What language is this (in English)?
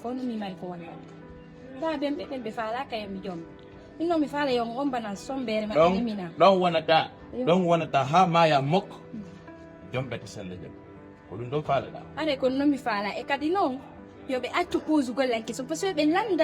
Fula